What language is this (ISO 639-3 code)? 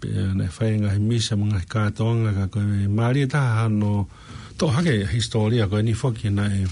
ton